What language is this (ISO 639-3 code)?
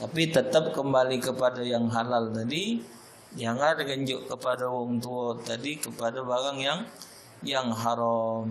mui